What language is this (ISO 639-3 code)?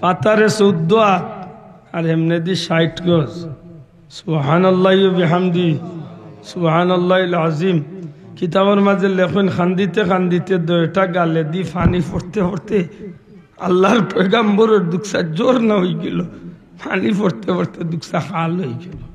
syl